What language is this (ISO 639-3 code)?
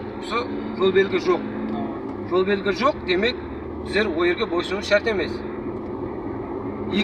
kaz